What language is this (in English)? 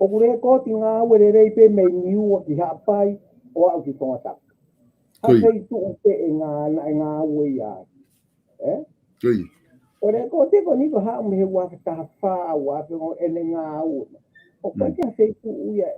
Tongan